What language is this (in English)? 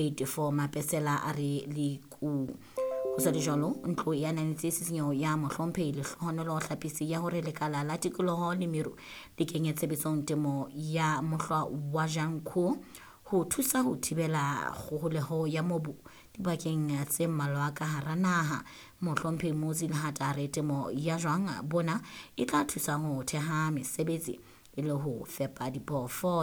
Southern Sotho